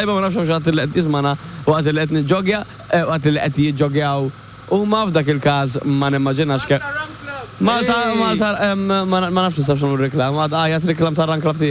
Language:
Maltese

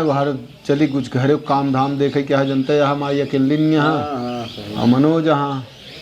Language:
Awadhi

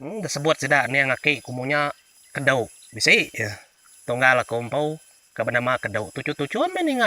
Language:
Iban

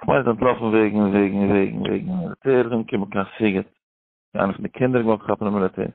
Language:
Yiddish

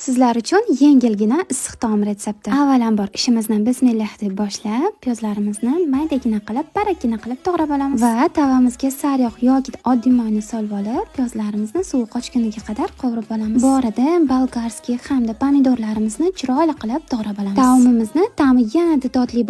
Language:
Uzbek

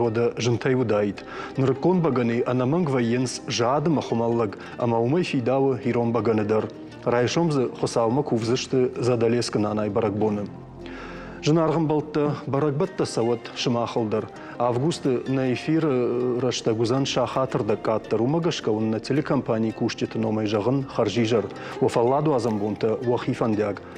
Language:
Ossetic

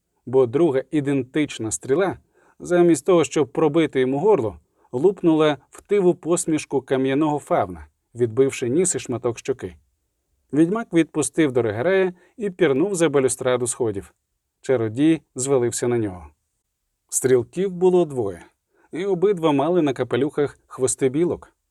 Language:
Ukrainian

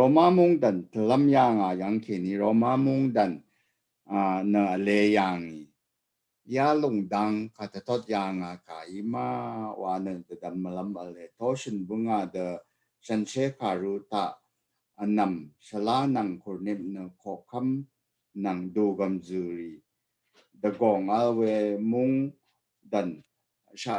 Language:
Rawang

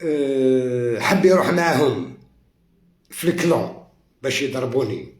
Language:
Algerian Arabic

